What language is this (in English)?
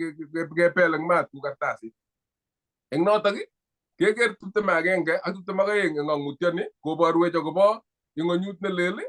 Kalenjin